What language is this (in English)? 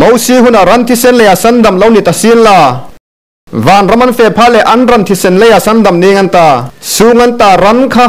Hmar